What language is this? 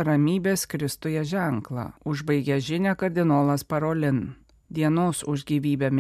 Lithuanian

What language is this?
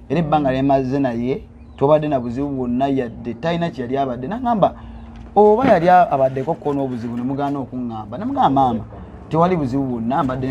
Ganda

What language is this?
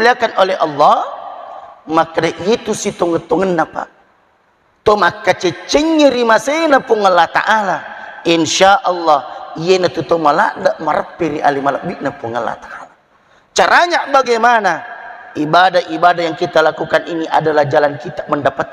Buginese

